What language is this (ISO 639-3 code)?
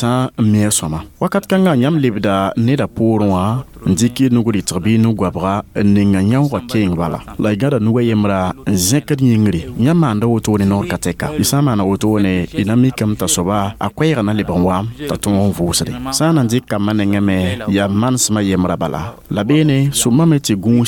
mos